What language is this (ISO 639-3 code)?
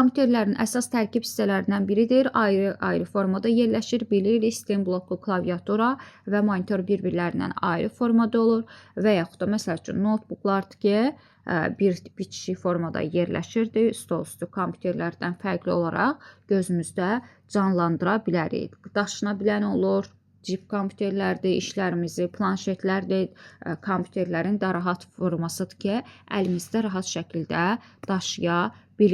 aze